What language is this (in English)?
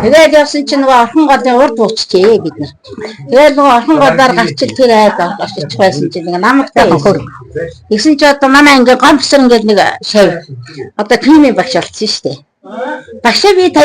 Mongolian